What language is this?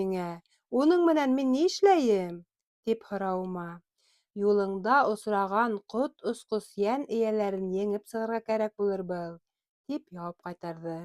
Bashkir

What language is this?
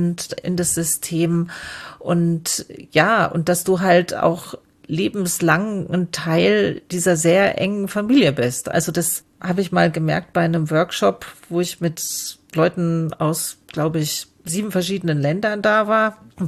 German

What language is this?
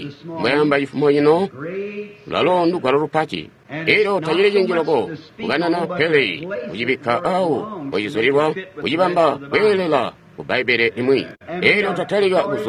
Tonga (Zambia)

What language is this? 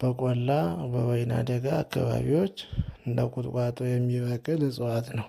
Amharic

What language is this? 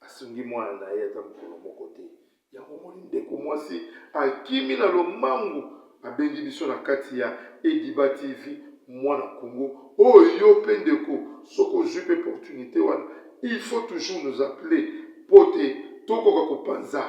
Lingala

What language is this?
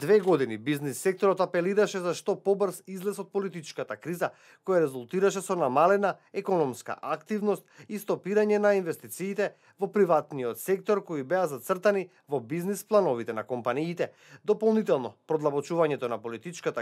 Macedonian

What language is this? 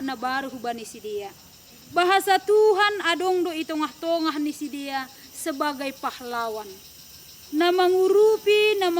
Batak Simalungun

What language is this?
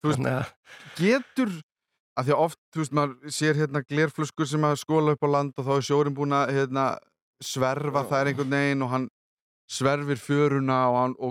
Icelandic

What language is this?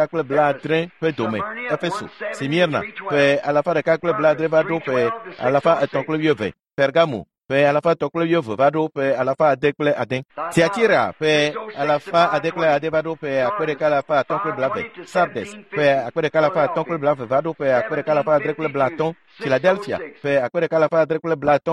Ewe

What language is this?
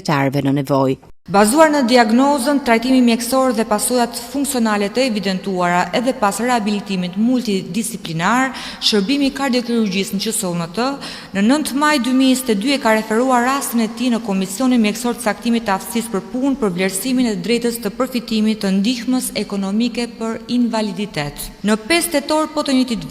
Albanian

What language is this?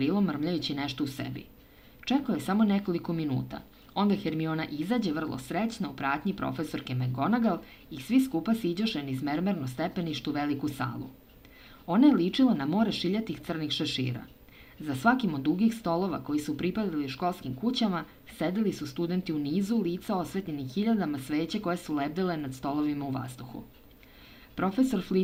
Serbian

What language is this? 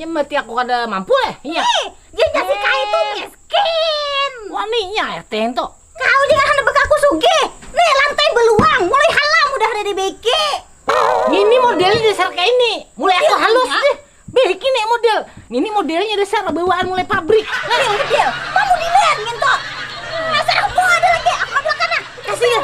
Banjar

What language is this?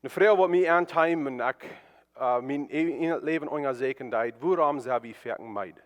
Plautdietsch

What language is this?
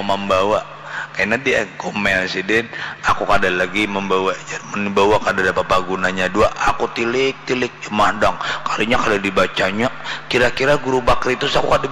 Banjar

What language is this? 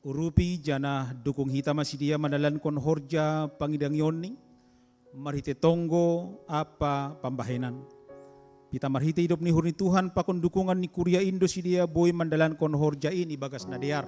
Batak Simalungun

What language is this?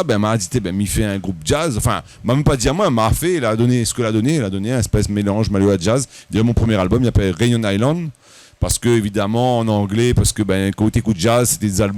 Réunion Creole French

